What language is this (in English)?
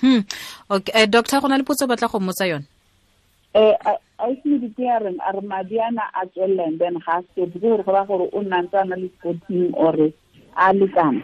Tswana